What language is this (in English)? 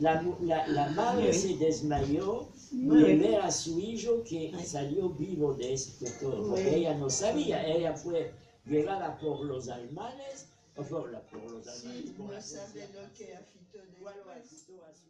Ladino